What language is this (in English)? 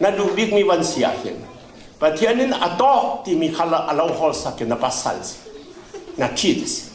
Falam Chin